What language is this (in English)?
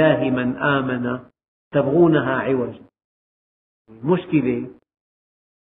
Arabic